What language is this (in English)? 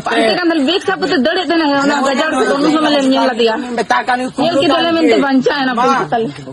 Santali